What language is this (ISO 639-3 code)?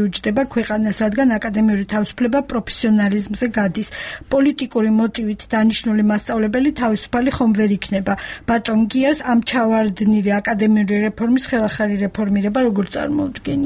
kat